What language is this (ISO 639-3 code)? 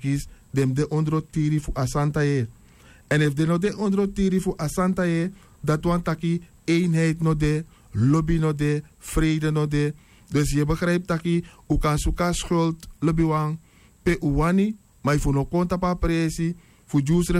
srn